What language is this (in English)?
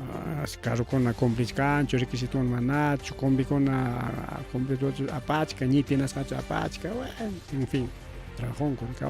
Ayacucho Quechua